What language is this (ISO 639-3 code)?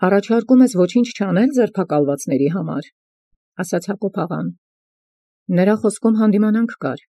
hye